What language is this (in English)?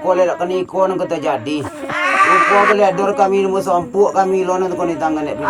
Minangkabau